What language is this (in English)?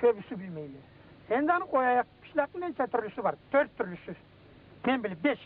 Karachay-Balkar